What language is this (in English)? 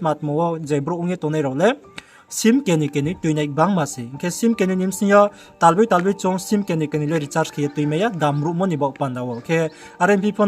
Riang (India)